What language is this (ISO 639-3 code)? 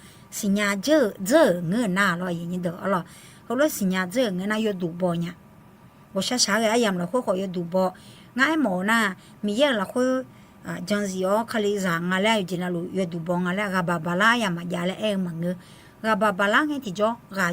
ahk